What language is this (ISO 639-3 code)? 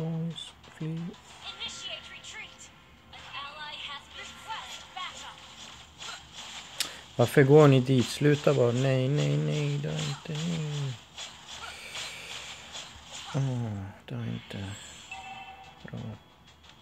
swe